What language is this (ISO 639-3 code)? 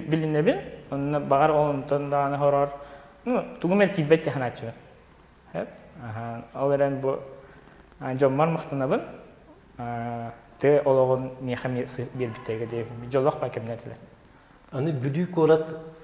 sah